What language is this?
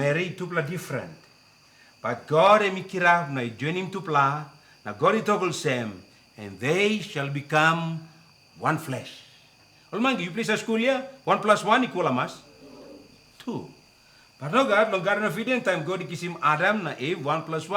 Tok Pisin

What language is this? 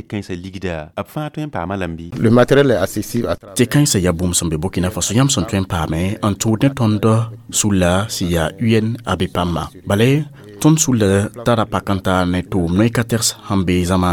Mossi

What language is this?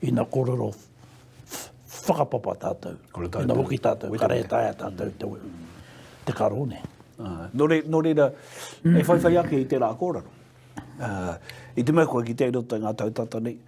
Māori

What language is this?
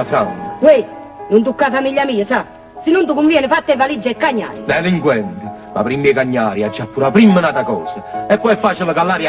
Neapolitan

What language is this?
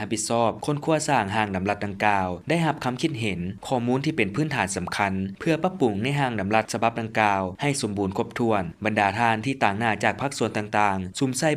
Lao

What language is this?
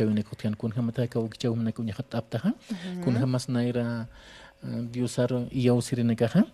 Aymara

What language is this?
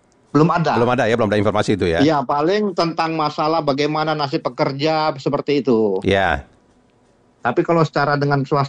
Indonesian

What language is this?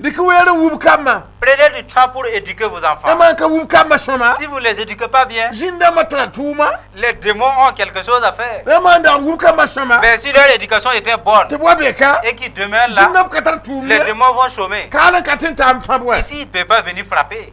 Mossi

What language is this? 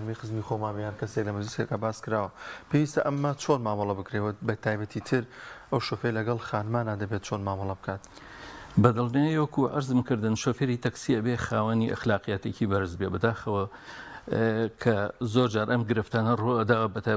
Central Kurdish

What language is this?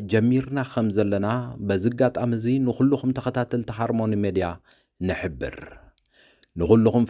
Tigrinya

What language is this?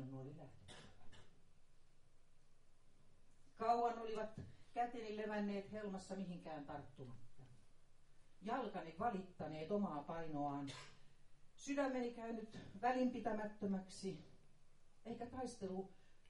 Finnish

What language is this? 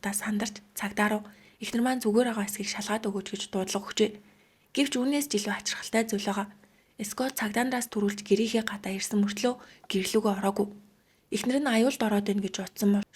Mongolian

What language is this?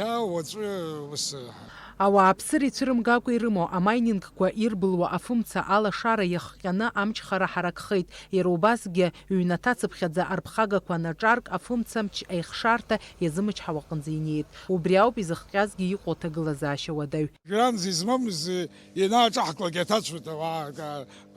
Abkhazian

